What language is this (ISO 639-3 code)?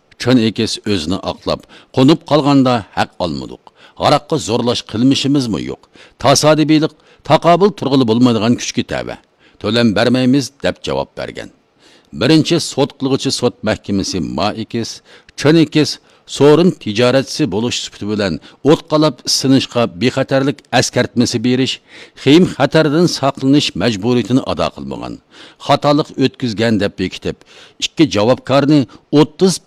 uig